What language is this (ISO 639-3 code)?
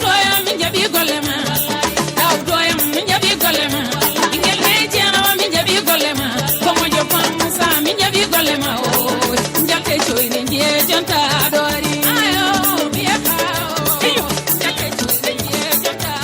ful